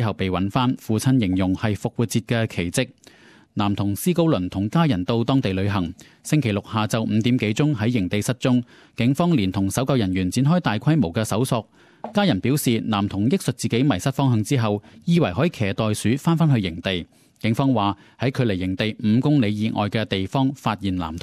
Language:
Cantonese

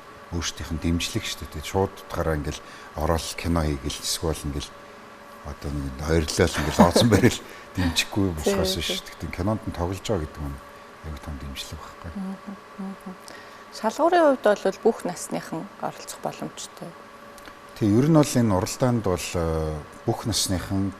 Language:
Mongolian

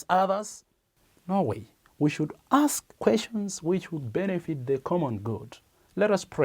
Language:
English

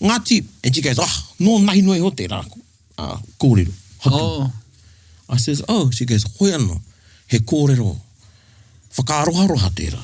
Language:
Māori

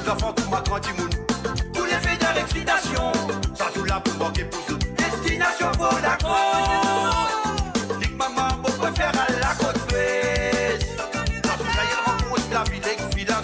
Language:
Morisyen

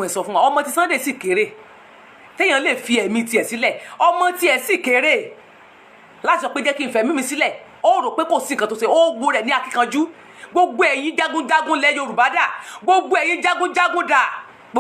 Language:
Yoruba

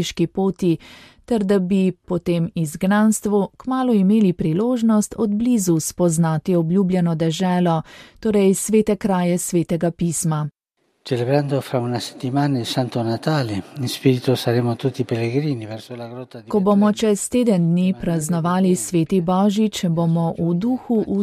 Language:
Slovenian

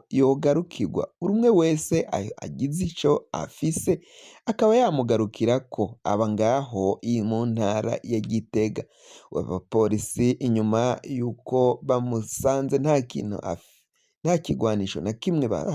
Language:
Rundi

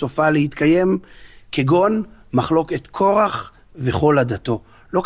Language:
Hebrew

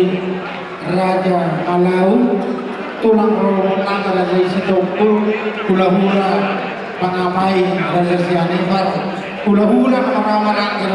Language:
Batak Toba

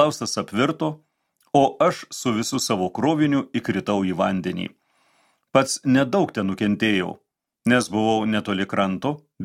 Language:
Lithuanian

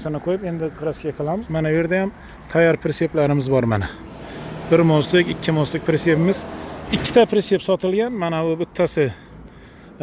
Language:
Uzbek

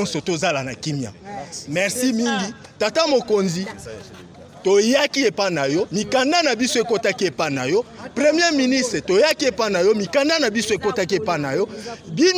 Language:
Lingala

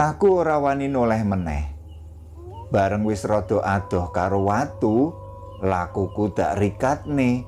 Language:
Javanese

